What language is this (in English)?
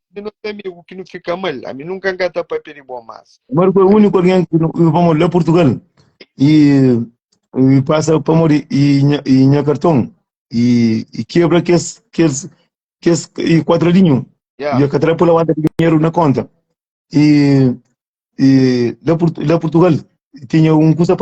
Kabuverdianu